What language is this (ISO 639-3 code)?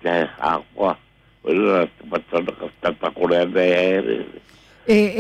mri